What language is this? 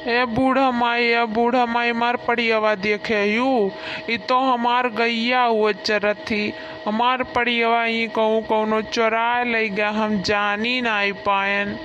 Awadhi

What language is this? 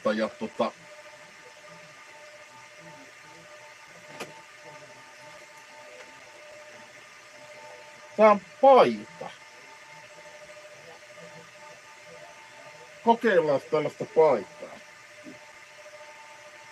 Finnish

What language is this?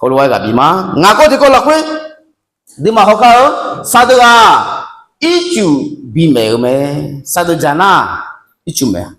Akha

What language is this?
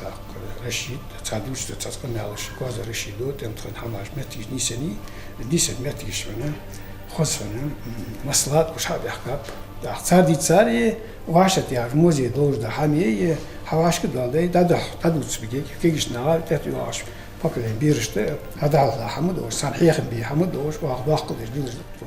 Ingush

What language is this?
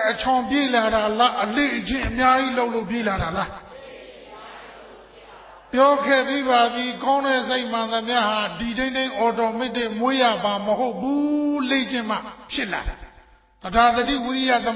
Burmese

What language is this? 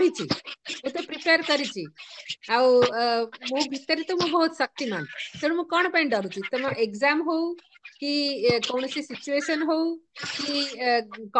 Odia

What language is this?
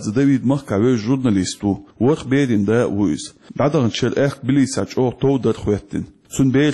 Chechen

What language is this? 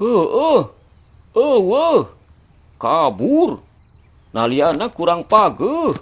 Sundanese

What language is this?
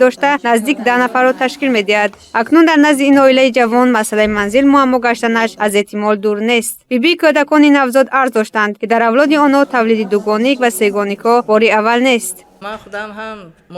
Tajik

